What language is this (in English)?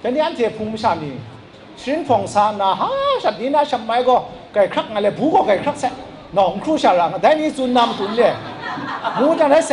Kachin